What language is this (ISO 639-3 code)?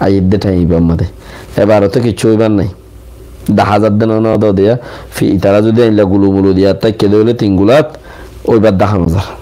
rhg